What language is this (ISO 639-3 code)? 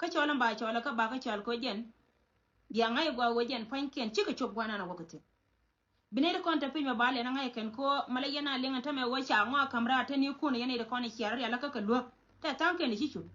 nus